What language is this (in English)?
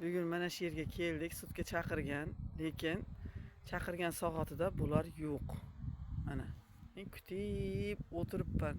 Uzbek